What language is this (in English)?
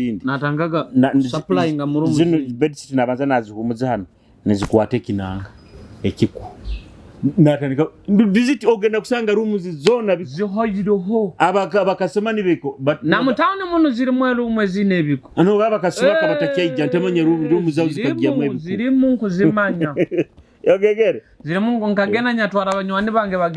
Nyoro